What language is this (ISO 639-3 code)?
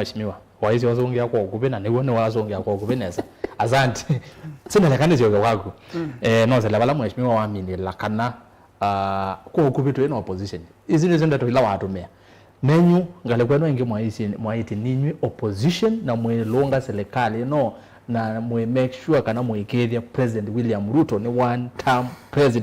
kam